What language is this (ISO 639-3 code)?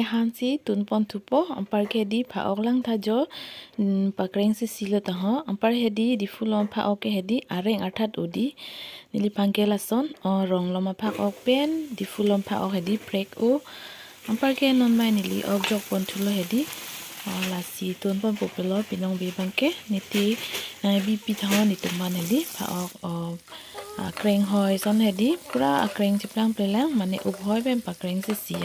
mjw